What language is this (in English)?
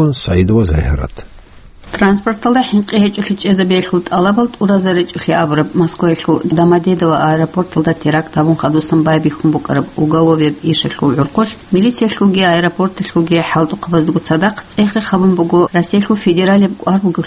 Avaric